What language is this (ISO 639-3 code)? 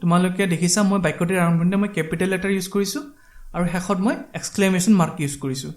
asm